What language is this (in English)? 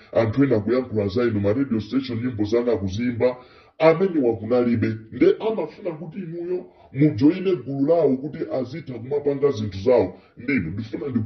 Nyanja